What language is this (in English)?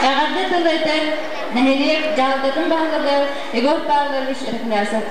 Yakut